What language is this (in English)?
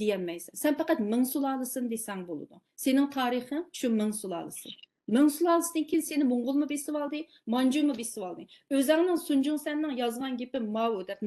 Uyghur